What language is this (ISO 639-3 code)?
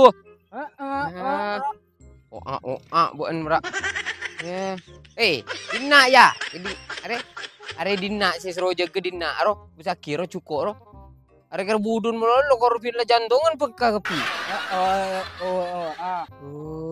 mad